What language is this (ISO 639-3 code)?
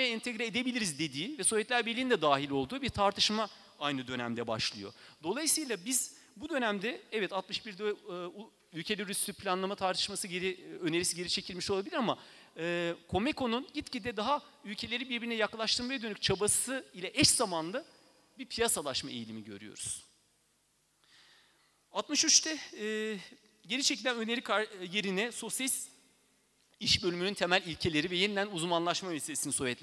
tur